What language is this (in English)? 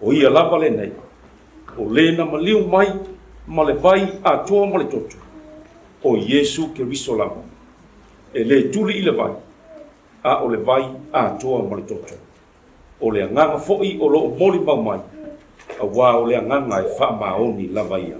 Samoan